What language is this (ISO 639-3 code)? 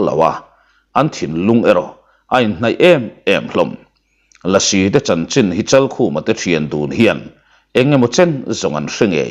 lus